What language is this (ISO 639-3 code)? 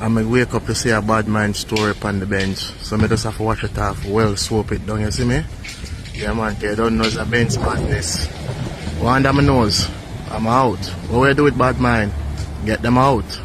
jam